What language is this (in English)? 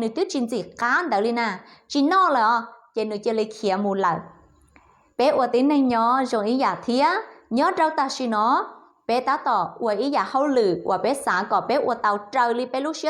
Hmong